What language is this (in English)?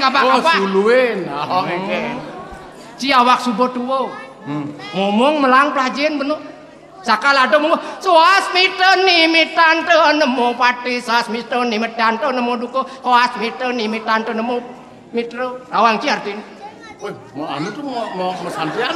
Balinese